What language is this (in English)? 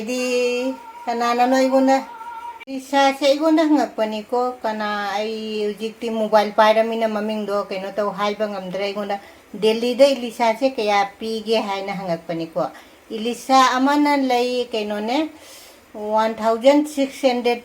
Manipuri